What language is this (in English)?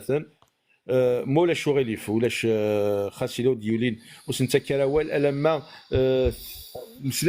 Kabyle